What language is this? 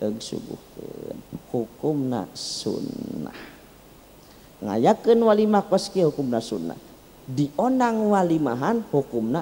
Sundanese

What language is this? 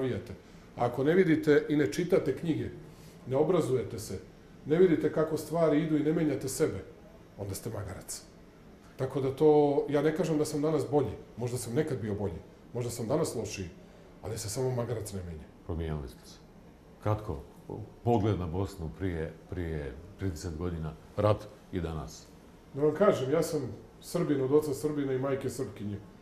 Serbian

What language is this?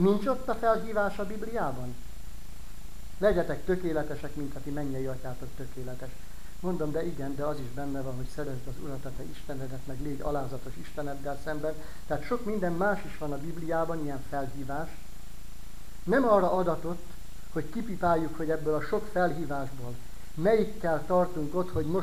Hungarian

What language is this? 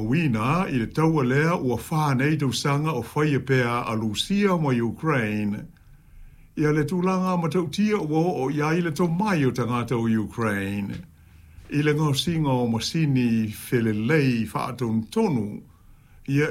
Samoan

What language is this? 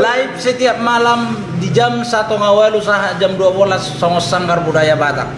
Batak Toba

